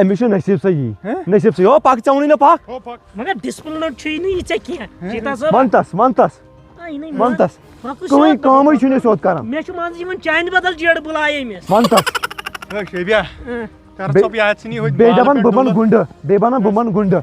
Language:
Kashmiri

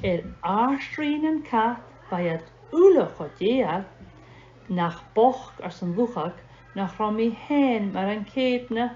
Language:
Scottish Gaelic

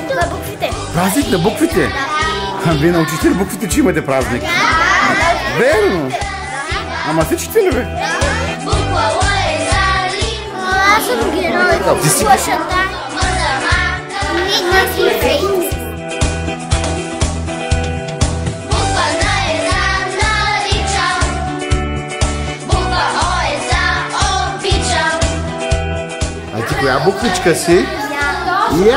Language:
Bulgarian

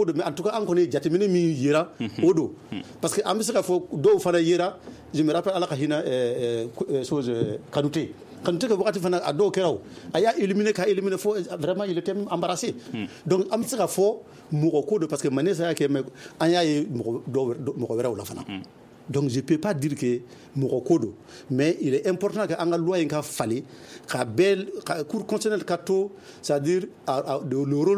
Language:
Bambara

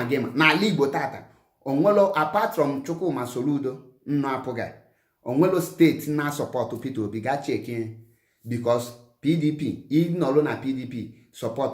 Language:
Igbo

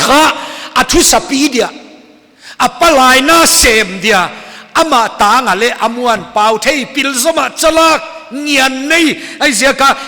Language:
Paite Chin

